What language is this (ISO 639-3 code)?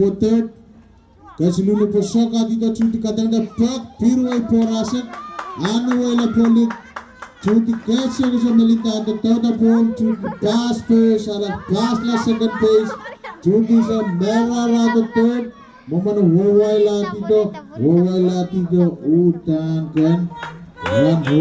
pon